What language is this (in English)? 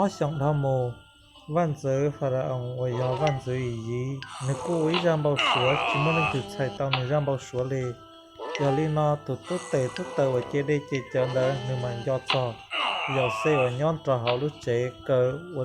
Hmong